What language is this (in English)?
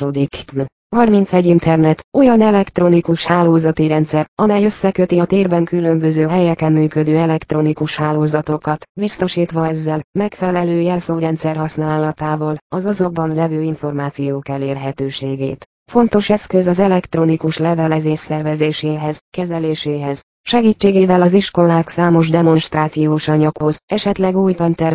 Hungarian